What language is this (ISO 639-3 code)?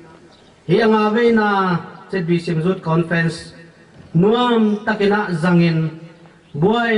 ctd